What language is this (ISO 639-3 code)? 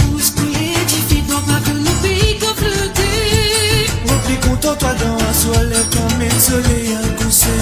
mfe